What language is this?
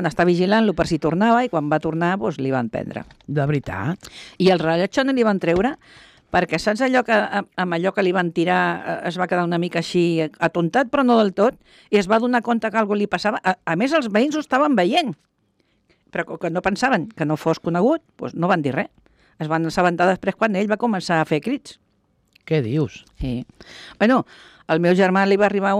Catalan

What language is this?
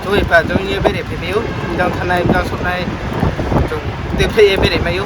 Riang (India)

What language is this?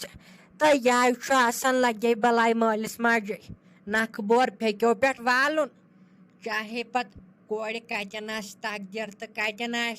Kashmiri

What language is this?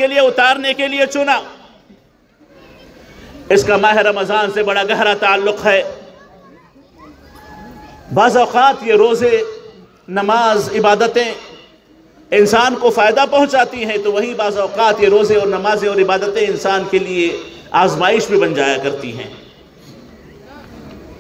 Urdu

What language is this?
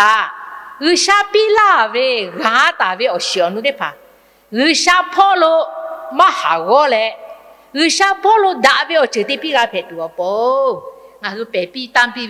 Lahu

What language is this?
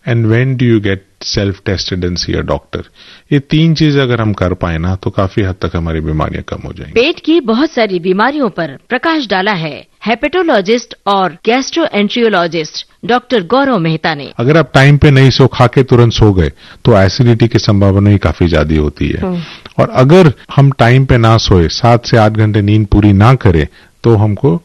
Hindi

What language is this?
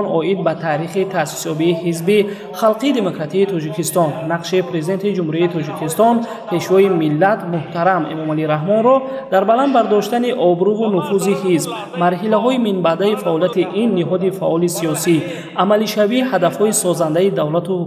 Tajik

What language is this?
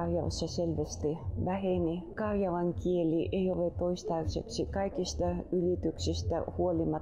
Finnish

